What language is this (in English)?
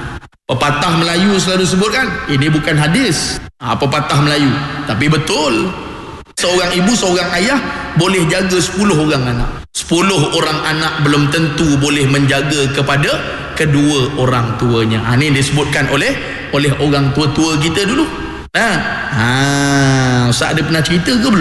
Malay